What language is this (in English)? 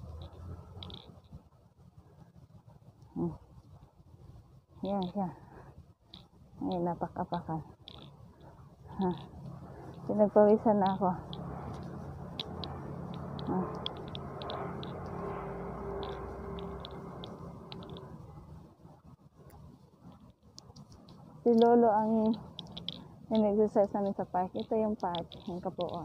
Filipino